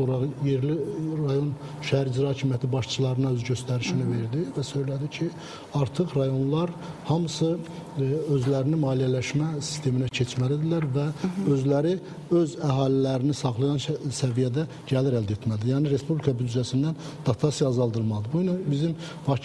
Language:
Azerbaijani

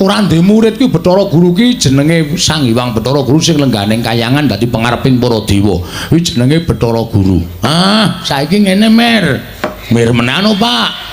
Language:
Javanese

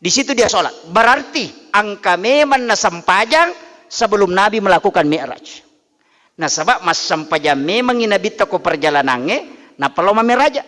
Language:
Buginese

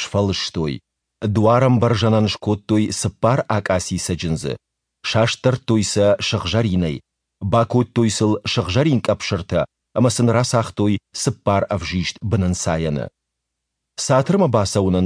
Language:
Ossetic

